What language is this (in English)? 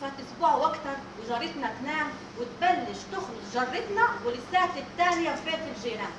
Egyptian Arabic